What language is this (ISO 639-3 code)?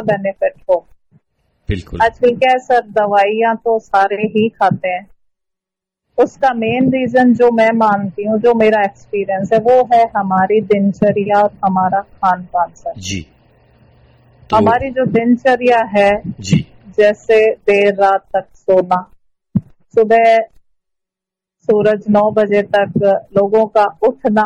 hin